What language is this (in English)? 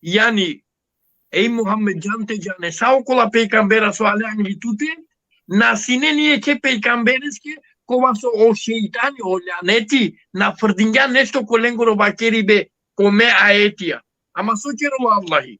Balkan Romani